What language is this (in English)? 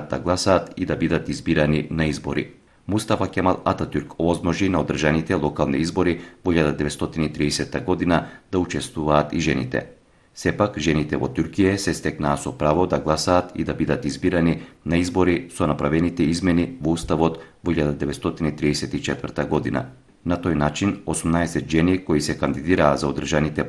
Macedonian